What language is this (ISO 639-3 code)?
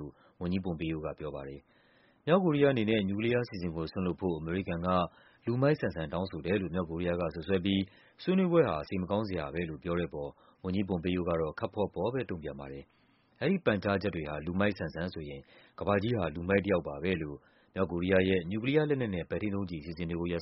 mya